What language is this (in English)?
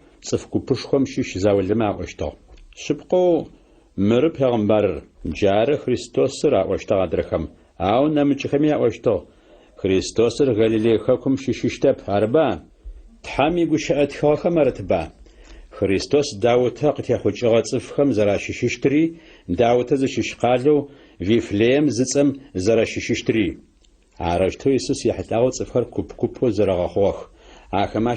Adyghe